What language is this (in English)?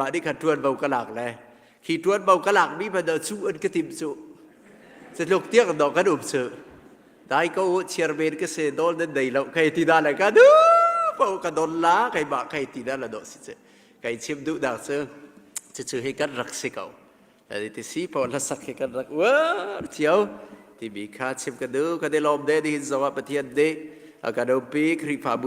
Hakha Chin